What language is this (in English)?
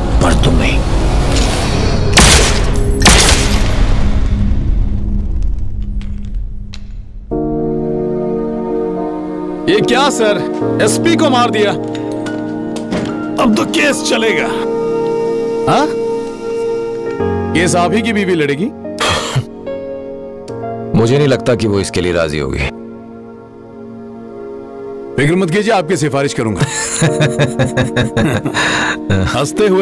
Hindi